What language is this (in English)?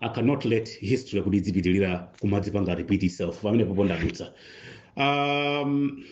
Nyanja